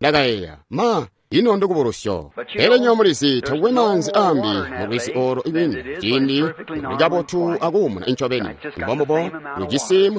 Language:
Tonga (Zambia)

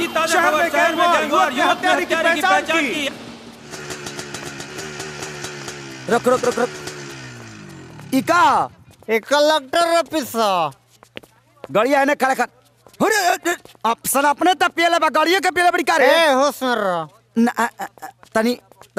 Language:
Bhojpuri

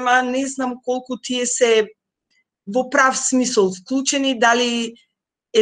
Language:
Macedonian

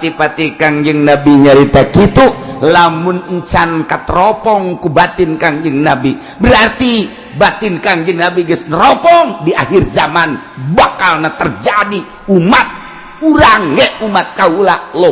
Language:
Sundanese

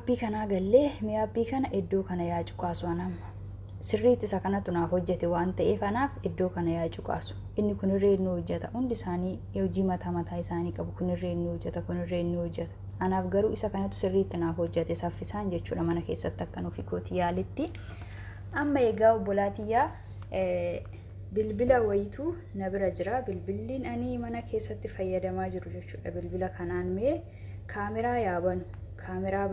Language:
Oromo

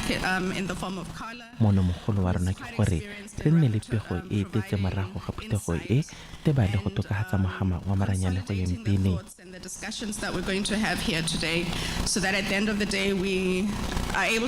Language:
Tswana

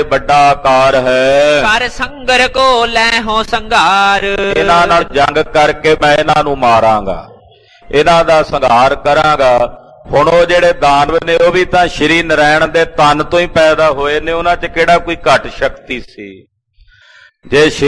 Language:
Punjabi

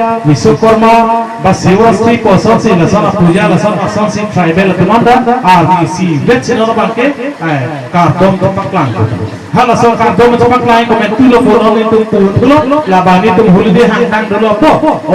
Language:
Karbi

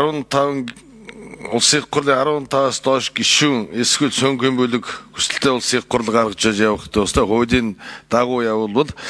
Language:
Mongolian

